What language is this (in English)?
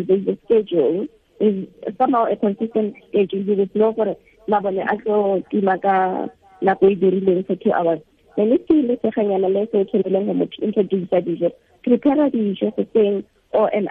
Tswana